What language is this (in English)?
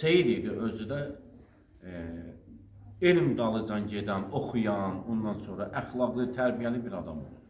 Azerbaijani